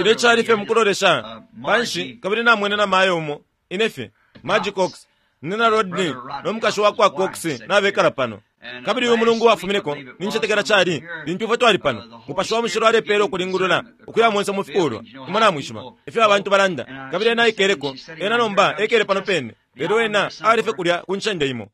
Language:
Bemba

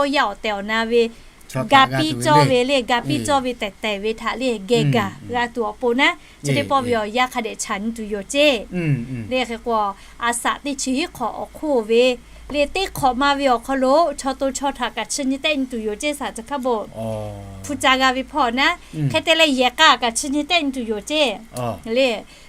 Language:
Lahu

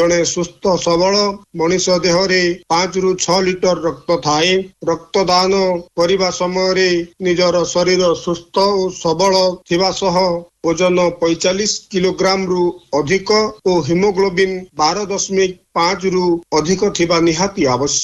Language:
Odia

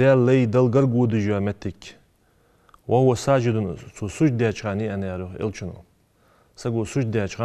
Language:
Ingush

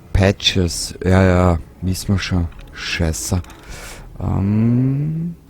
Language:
Bavarian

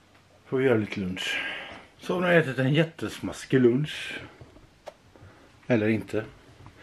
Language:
Swedish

